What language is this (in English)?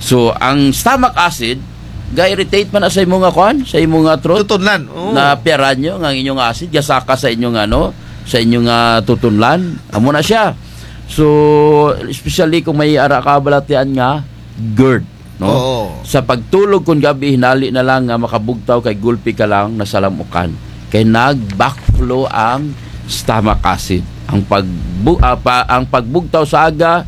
Kinaray-a